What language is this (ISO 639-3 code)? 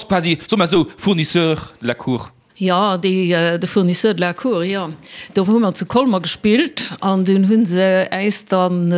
ltz